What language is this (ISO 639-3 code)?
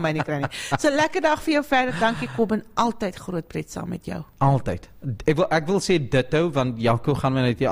afr